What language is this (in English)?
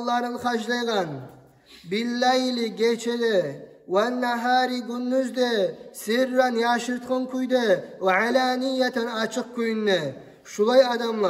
Kumyk